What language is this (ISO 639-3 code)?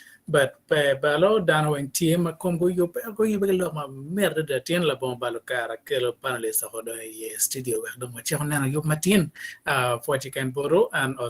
ach